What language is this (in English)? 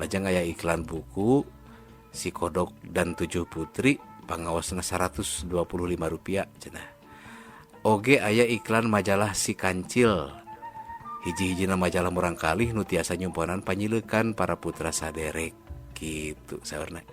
Sundanese